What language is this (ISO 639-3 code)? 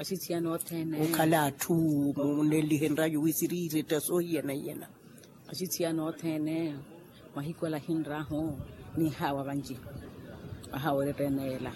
vmw